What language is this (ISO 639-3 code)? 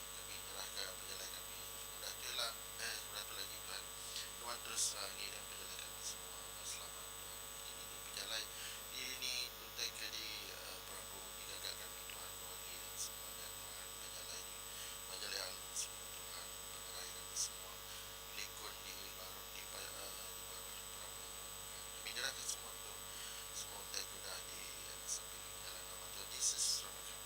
iba